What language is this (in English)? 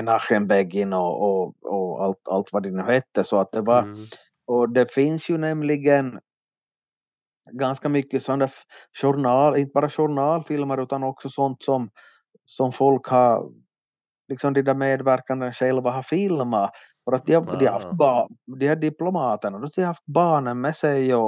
Swedish